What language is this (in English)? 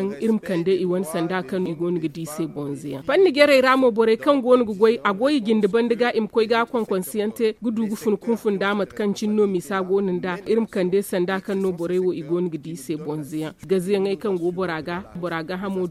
Zarma